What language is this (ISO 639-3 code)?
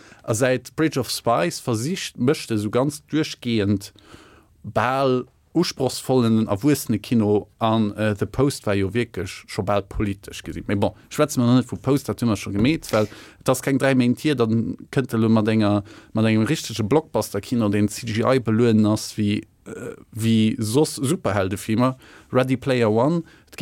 ltz